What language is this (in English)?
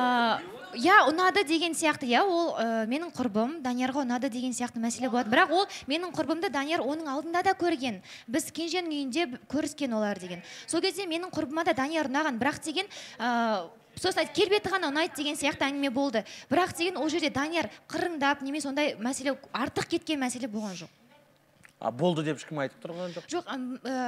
Kazakh